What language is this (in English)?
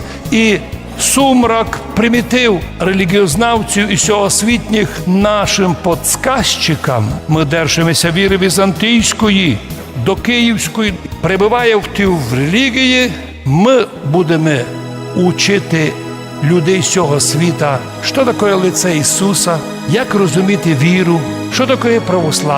Rusyn